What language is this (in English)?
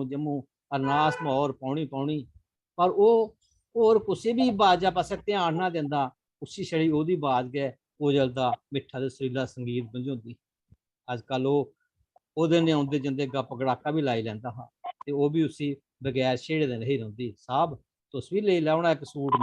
Dogri